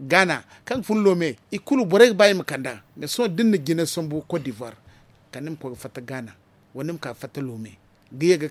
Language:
Zarma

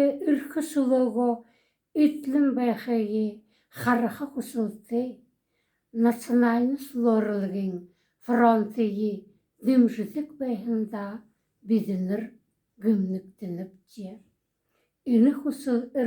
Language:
Buriat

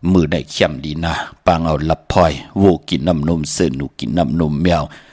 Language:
Shan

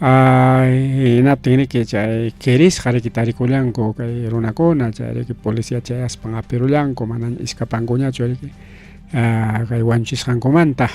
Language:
Ayacucho Quechua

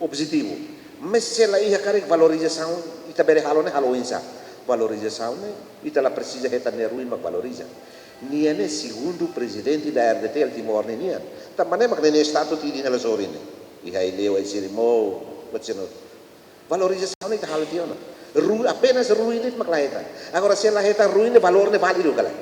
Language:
Tetum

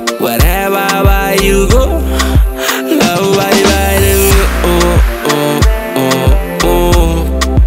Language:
Swahili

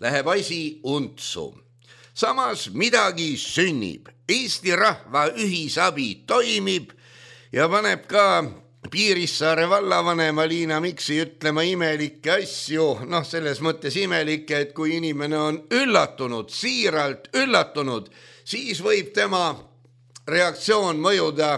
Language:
Estonian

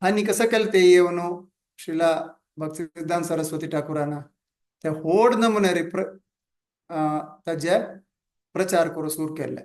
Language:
Konkani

